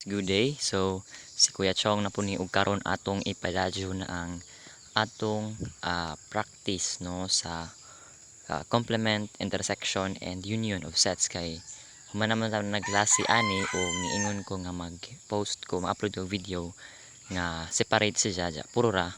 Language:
Cebuano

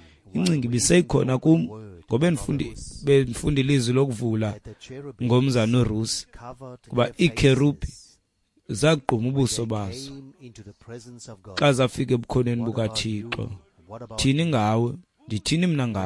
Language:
Xhosa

